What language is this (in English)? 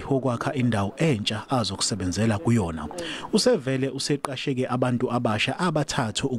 Zulu